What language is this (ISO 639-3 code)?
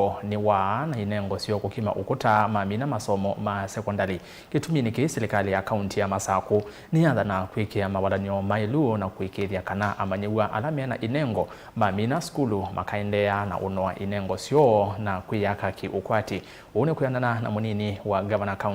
kam